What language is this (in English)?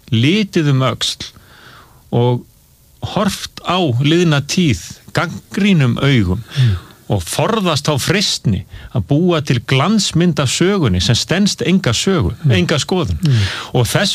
Icelandic